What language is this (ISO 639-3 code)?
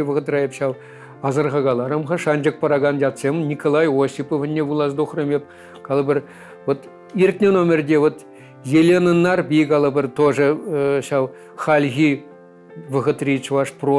chv